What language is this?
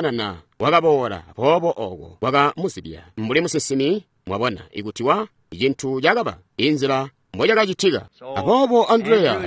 Tonga (Zambia)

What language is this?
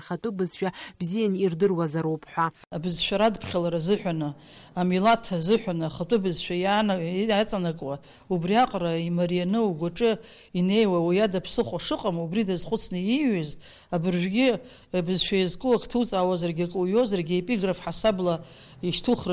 Abkhazian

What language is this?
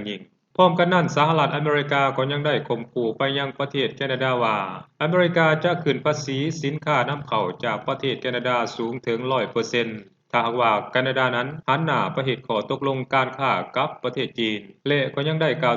Lao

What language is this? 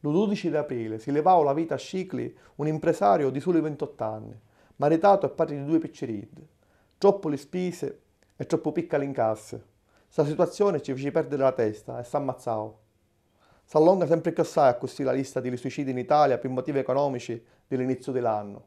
Sicilian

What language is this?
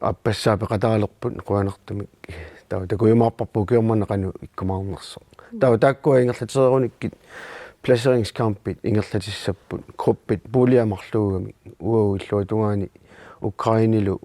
Kalaallisut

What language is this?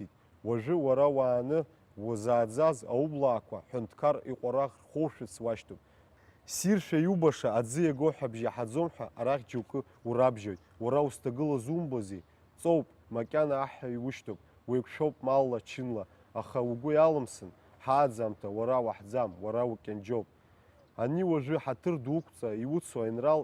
Abkhazian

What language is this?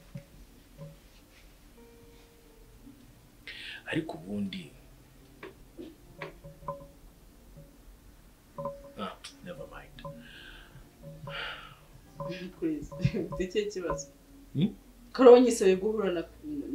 Kinyarwanda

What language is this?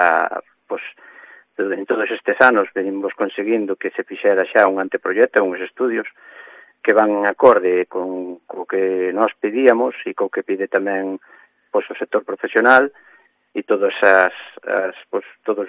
Galician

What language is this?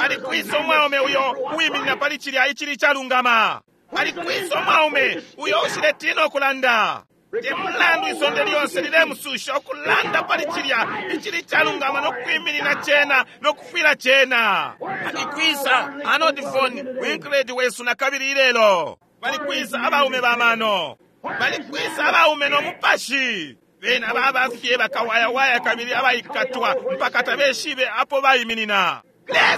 Bemba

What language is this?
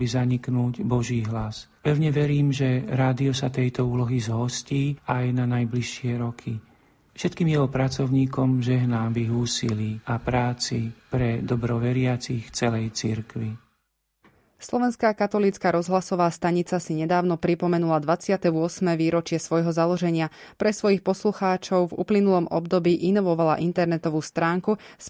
Slovak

